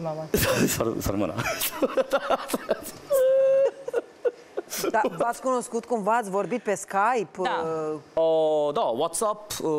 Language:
Romanian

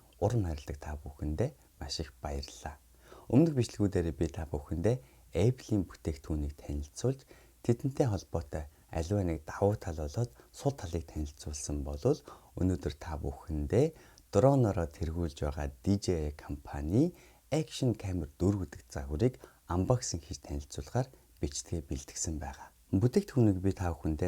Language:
Mongolian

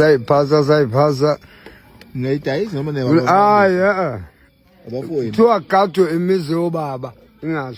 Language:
Zulu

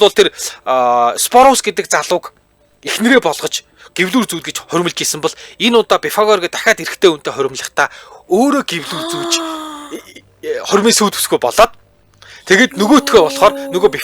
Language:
Mongolian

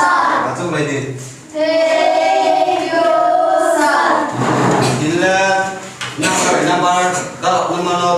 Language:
Riang (India)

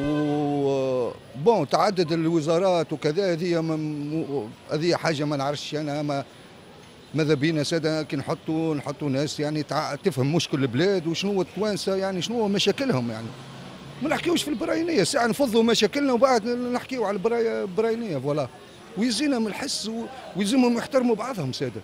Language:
Tunisian Arabic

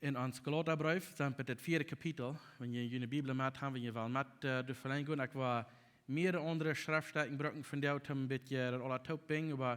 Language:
Plautdietsch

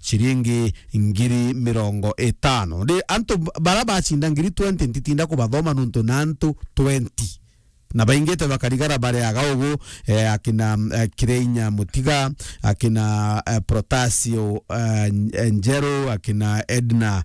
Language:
Meru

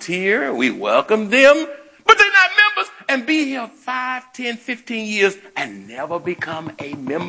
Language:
English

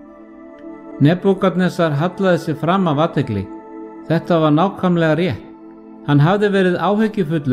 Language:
Icelandic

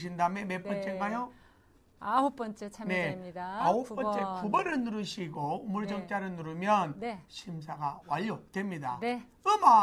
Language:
Korean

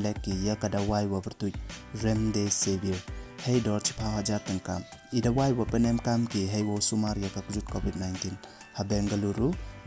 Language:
Pnar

